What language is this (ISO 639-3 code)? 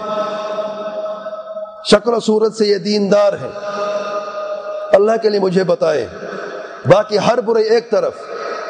urd